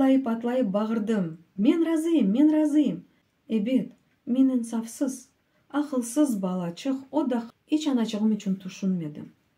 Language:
Crimean Tatar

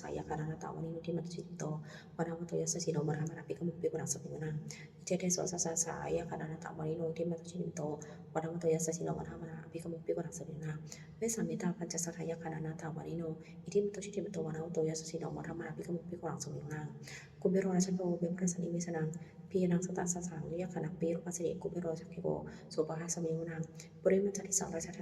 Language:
Pali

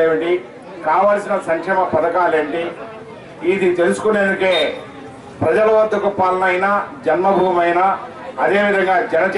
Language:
Telugu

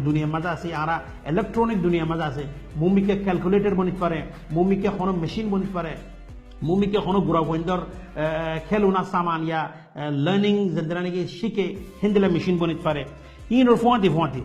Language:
Rohingya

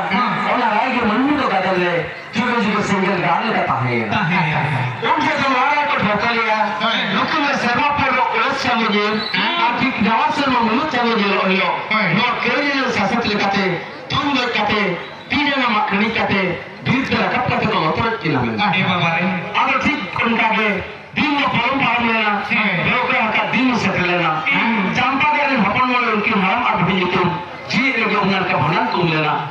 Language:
Santali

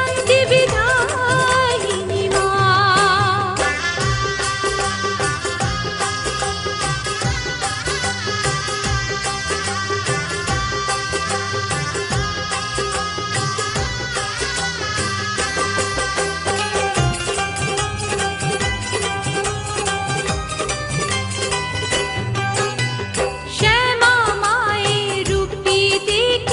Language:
Bangla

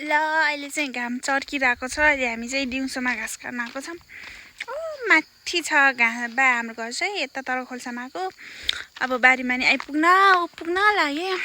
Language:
Nepali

